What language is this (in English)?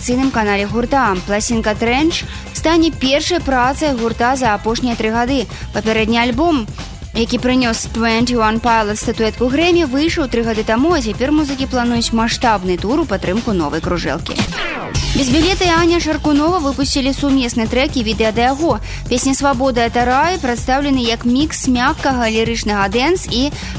Belarusian